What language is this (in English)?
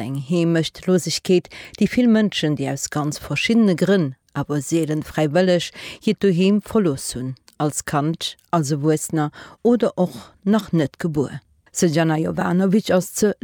Luxembourgish